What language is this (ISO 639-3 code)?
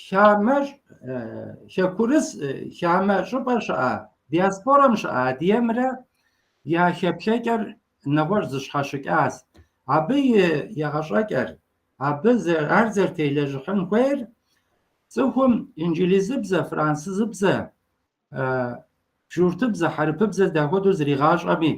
kbd